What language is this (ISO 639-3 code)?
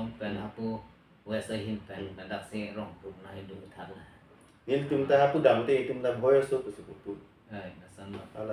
mjw